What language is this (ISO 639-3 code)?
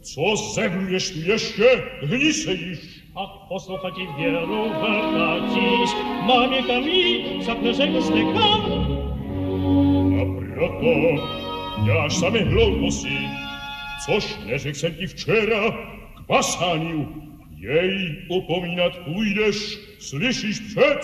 ces